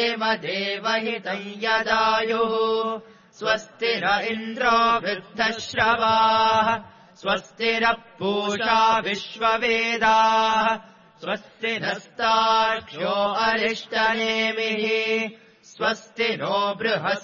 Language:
Sanskrit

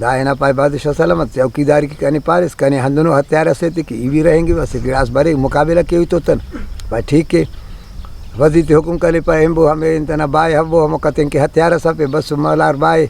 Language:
Brahui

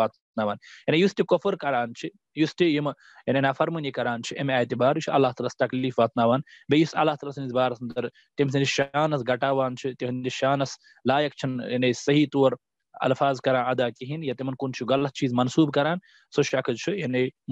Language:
Kashmiri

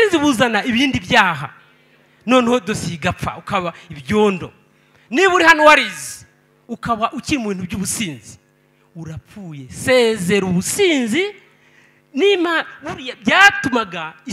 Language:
Kinyarwanda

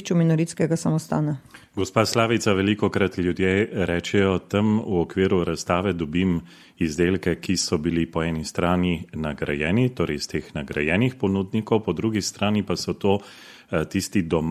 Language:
Slovenian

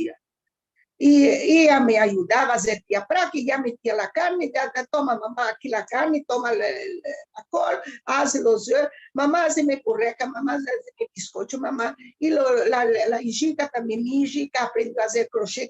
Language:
Ladino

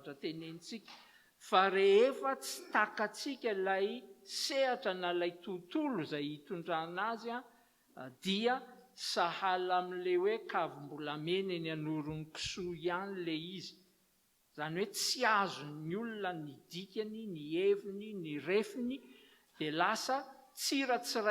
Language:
Malagasy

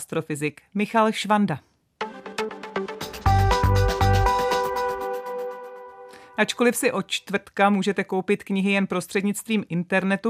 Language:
Czech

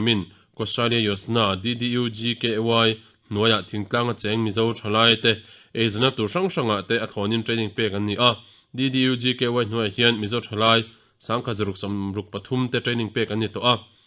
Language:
Mizo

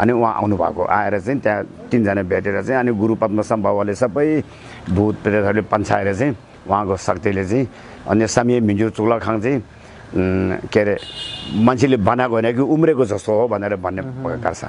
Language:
Nepali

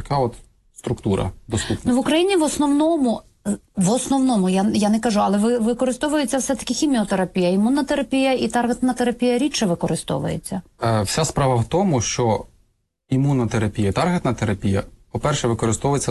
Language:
Ukrainian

